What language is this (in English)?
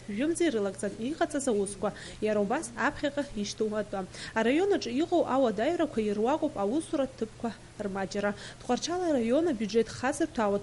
Abkhazian